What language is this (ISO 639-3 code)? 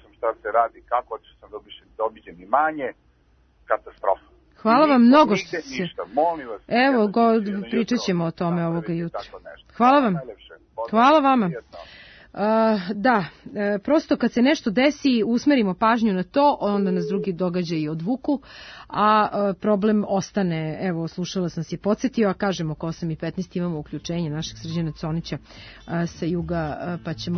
srp